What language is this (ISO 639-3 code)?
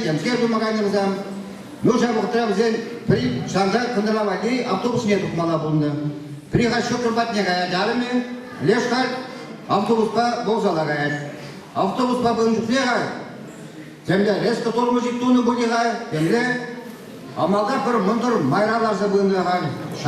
chv